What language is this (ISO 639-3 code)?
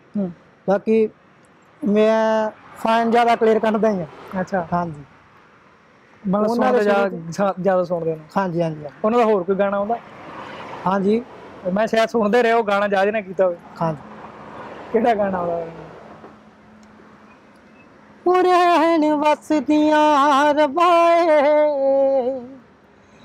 pan